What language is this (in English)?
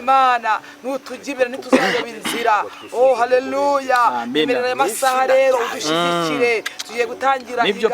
Kinyarwanda